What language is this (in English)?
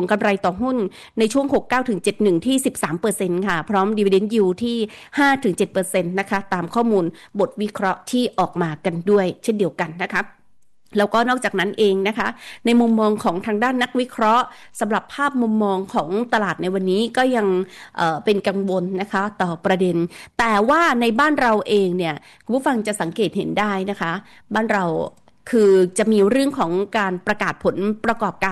Thai